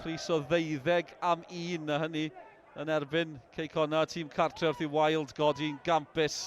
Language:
Welsh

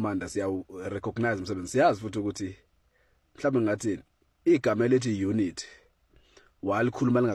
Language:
Zulu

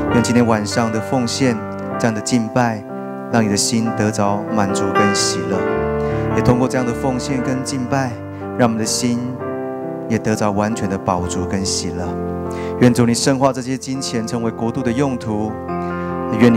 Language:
Chinese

